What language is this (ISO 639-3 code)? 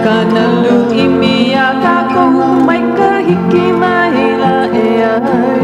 haw